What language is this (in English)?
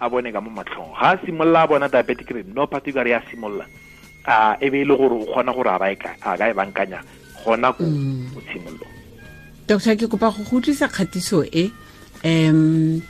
Tswana